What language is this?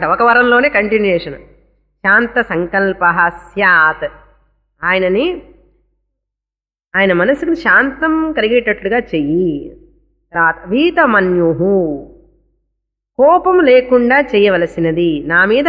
Telugu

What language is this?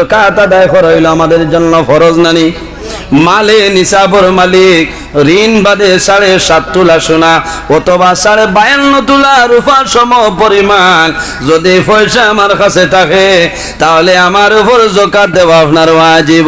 Sylheti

